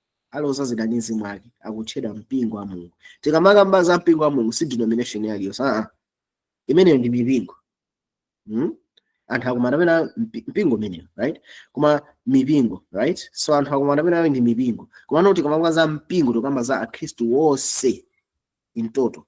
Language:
Nyanja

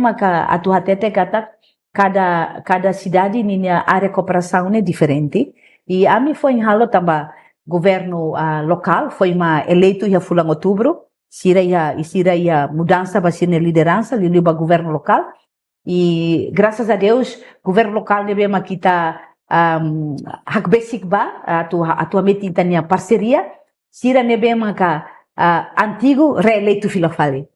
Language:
Tetum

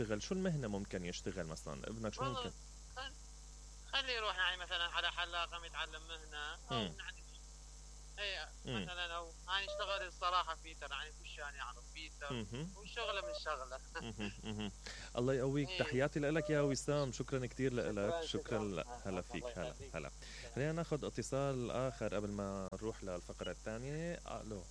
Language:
Mesopotamian Arabic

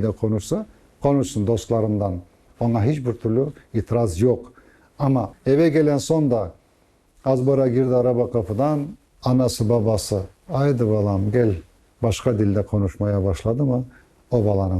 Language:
Crimean Tatar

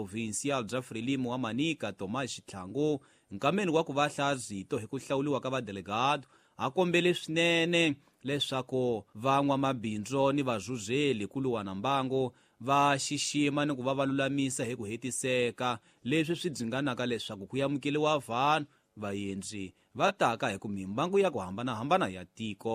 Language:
Tsonga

